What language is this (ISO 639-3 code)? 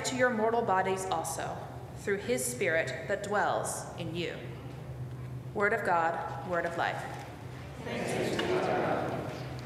eng